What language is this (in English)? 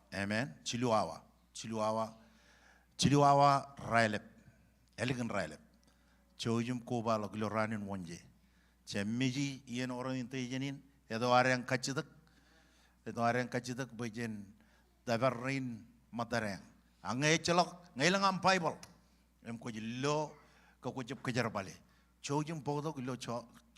Marshallese